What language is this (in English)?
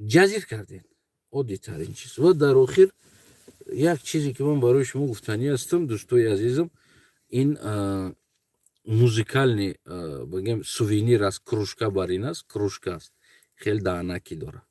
Tajik